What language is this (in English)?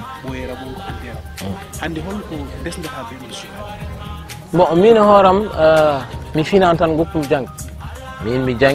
Fula